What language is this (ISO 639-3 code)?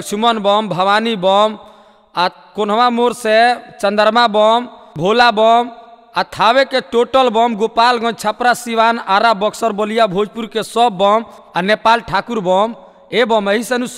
bho